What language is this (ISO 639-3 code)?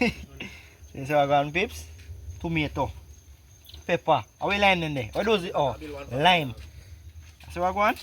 jam